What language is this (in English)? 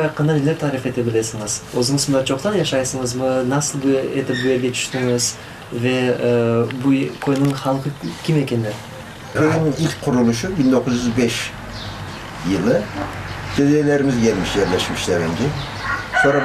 Crimean Tatar